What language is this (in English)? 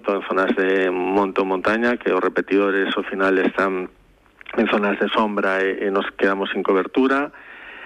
Galician